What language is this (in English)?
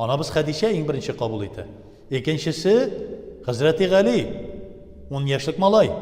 Tatar